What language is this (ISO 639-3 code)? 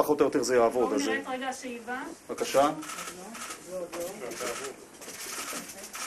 heb